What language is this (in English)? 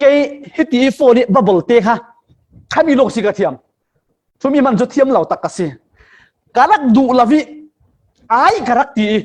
Falam Chin